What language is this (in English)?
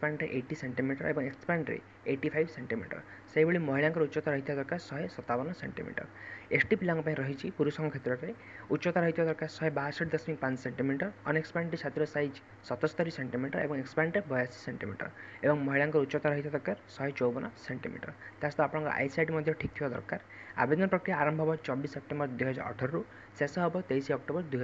Odia